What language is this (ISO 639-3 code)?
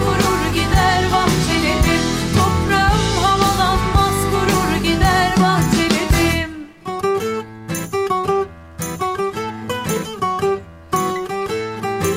tur